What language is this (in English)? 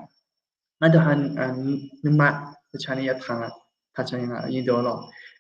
Akha